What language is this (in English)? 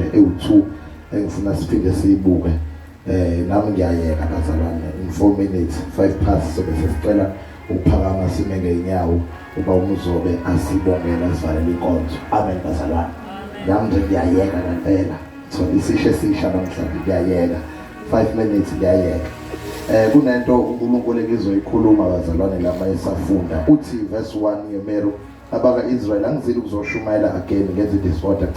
Zulu